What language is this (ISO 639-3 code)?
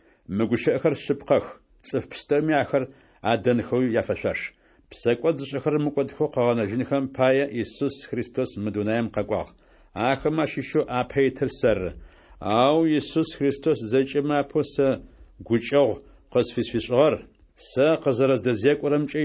ady